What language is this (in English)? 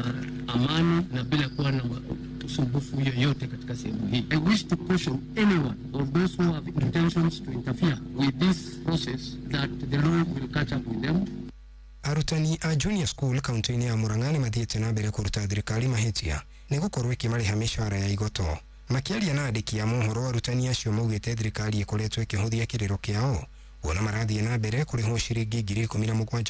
Kikuyu